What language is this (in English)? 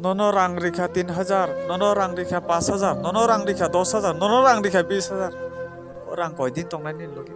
Kok Borok